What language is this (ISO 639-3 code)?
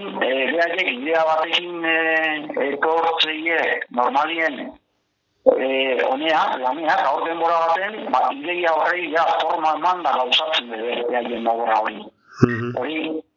eus